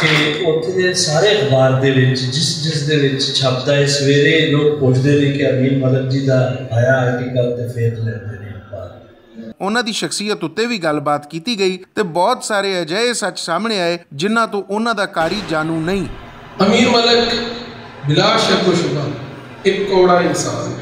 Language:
Western Panjabi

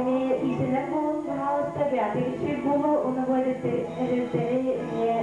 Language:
Yakut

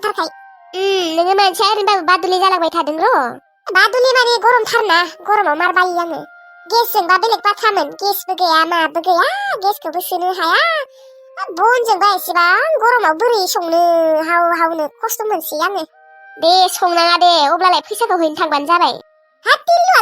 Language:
Bodo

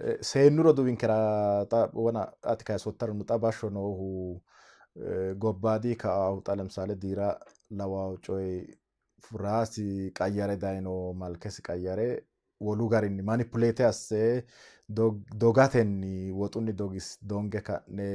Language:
Sidamo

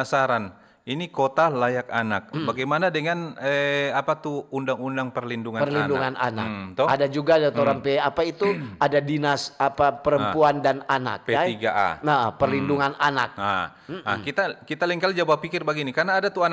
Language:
Manado Malay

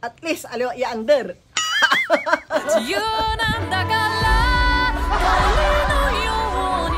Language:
Pangasinan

